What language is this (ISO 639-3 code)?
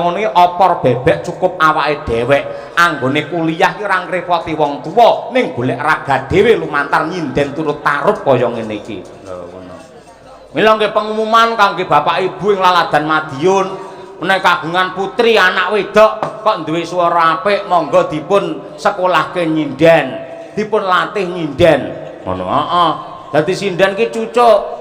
jav